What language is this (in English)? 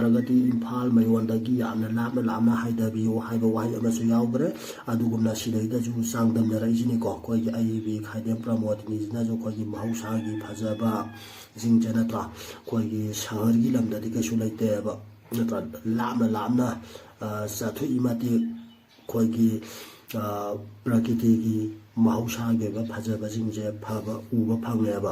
Manipuri